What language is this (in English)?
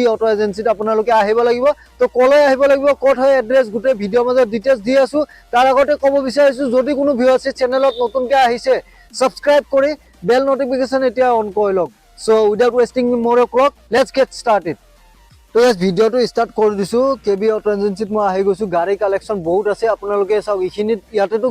Assamese